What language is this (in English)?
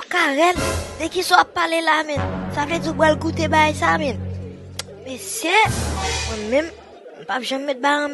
Haitian Creole